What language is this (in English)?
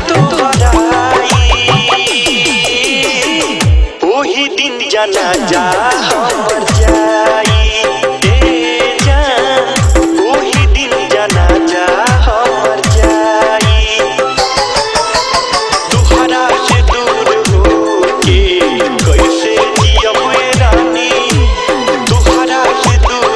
Bhojpuri